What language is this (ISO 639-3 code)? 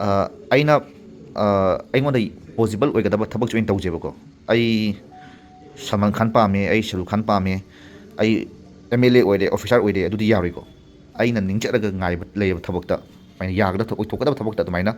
mni